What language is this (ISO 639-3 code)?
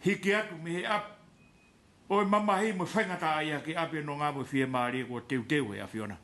ton